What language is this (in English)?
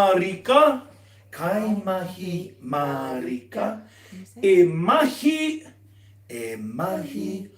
Māori